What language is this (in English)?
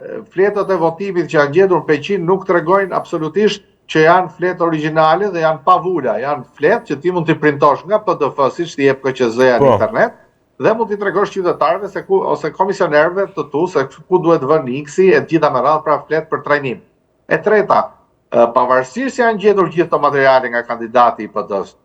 Albanian